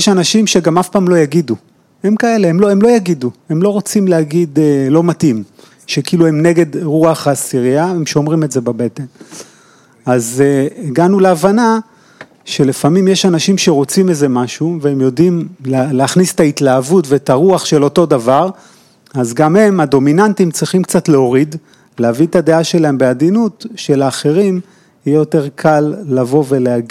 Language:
Hebrew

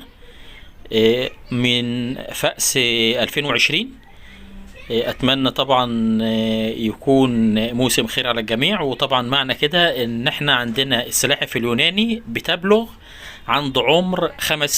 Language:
Egyptian Arabic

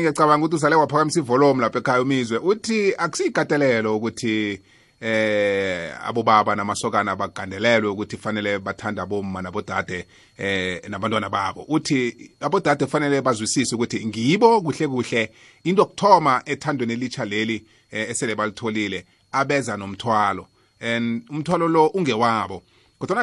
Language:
South Ndebele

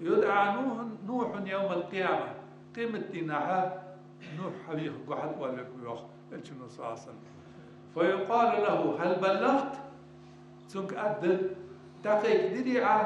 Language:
Ingush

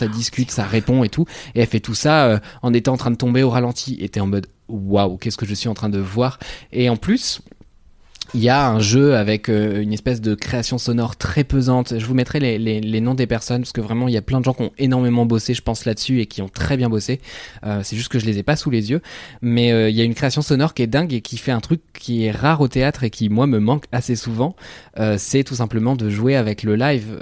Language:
French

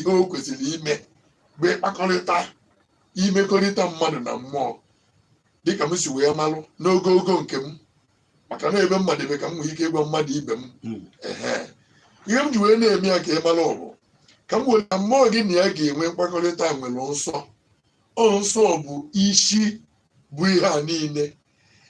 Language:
Igbo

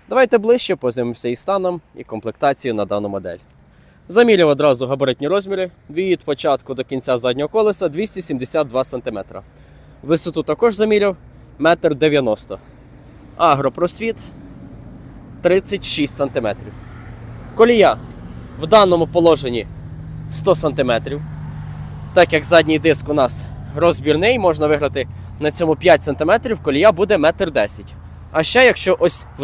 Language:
Ukrainian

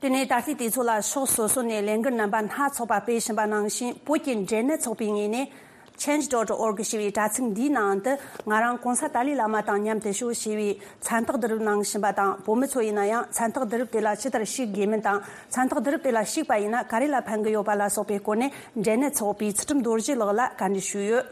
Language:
Tibetan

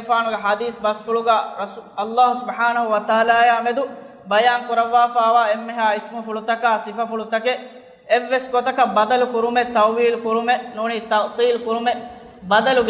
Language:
Divehi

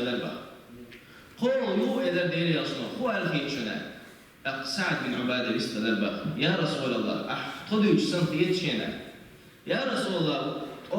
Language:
Chechen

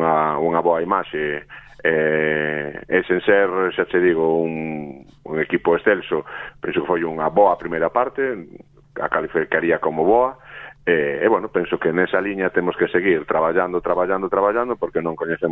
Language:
Galician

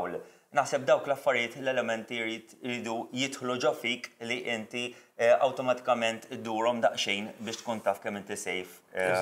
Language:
Maltese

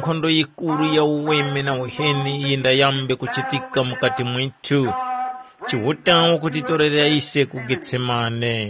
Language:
Tumbuka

